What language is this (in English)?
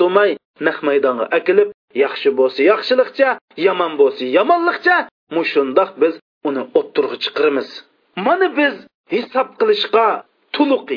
Uyghur